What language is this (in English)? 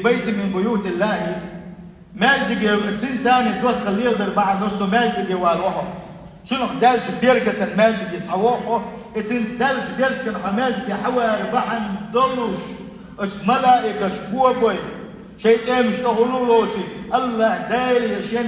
Chechen